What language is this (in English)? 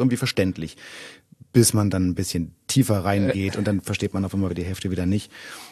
German